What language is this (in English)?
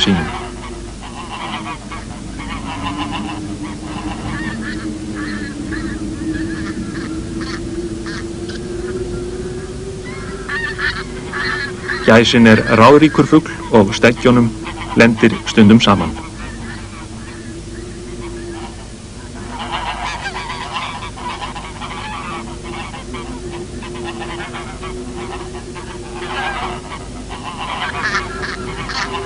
Icelandic